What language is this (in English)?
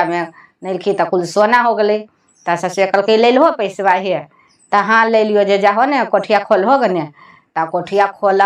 Magahi